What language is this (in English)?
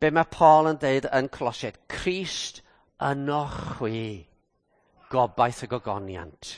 Welsh